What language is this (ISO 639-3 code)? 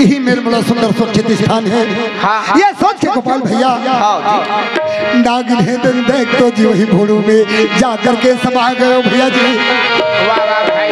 hne